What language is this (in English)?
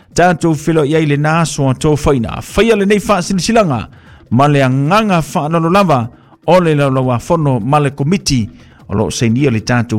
Samoan